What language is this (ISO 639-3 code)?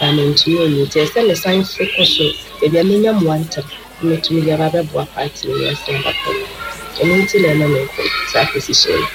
aka